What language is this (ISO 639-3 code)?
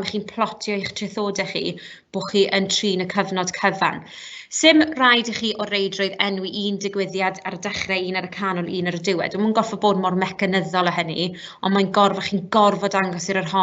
cym